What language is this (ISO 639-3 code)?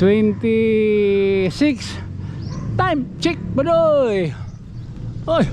war